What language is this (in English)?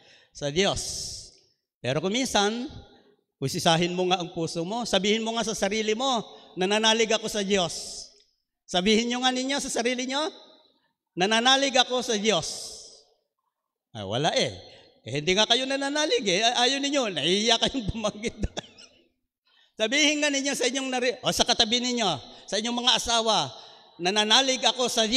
Filipino